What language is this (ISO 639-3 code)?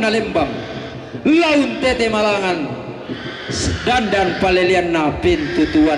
sda